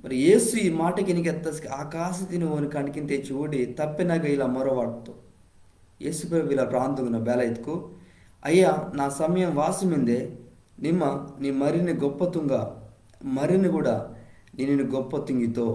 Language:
Koya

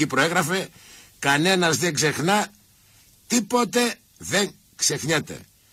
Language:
Greek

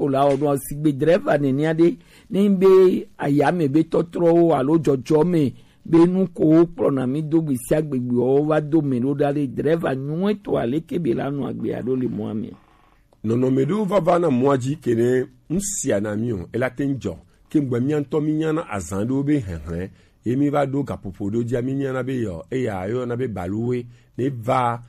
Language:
Gen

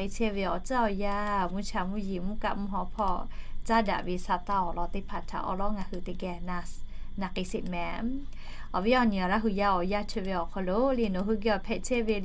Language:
Lahu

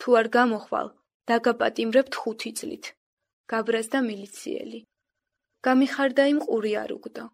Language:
Georgian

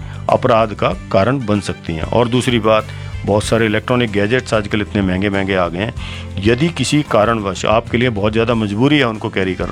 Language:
Hindi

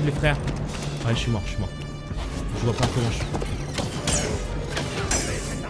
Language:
French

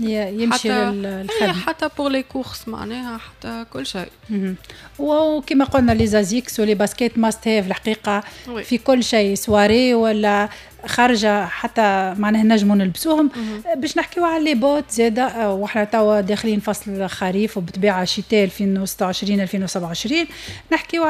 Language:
Tunisian Arabic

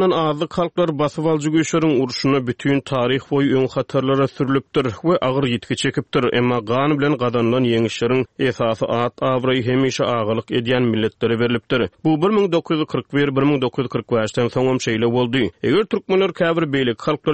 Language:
Turkmen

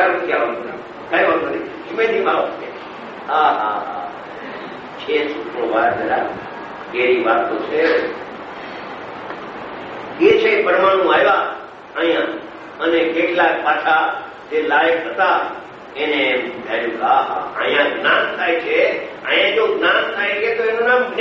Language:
Gujarati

